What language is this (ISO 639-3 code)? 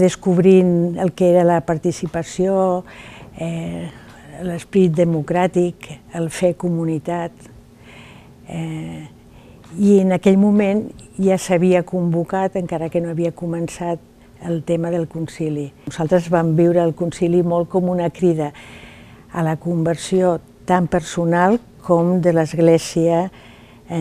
cat